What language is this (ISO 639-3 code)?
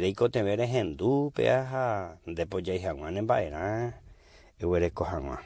grn